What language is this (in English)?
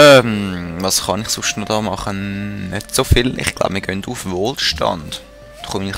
Swiss German